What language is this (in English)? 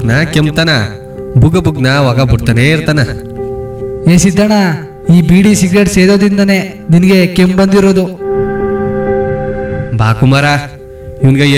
Kannada